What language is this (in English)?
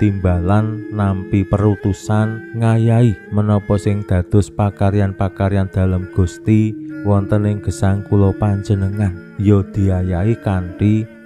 Javanese